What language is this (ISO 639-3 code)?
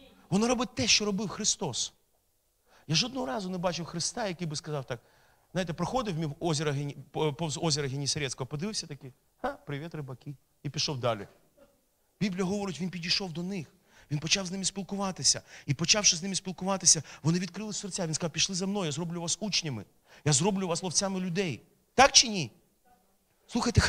ukr